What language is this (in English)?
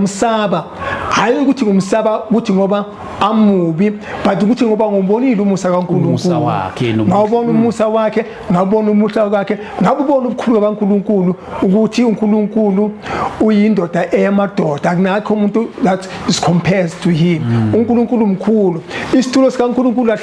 Zulu